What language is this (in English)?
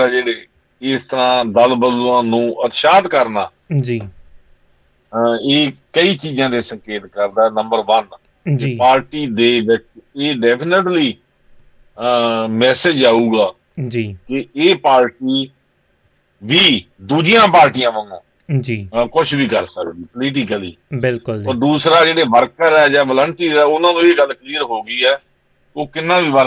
Punjabi